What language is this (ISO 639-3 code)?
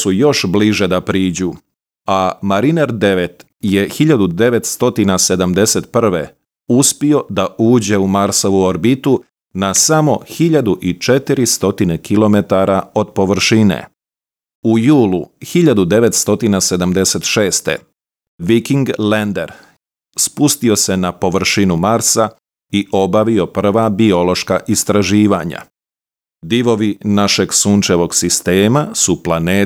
srp